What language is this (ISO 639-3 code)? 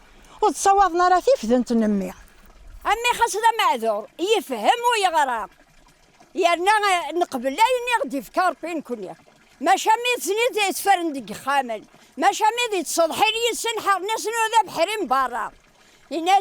kab